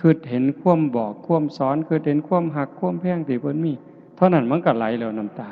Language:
Northeastern Thai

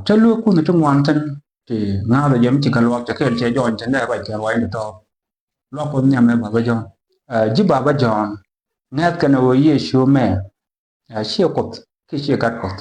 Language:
Nuer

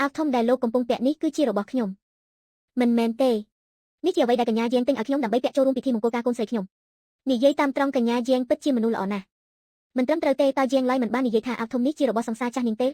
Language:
Khmer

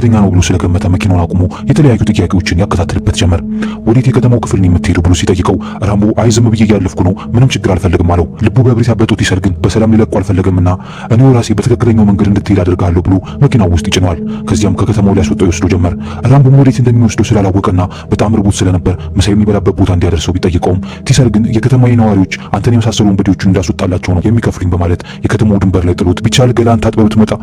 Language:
Amharic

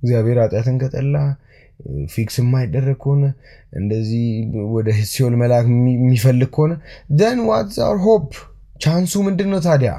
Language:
Amharic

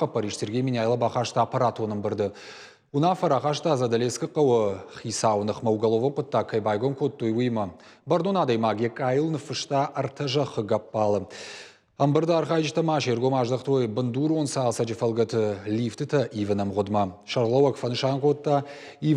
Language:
Ossetic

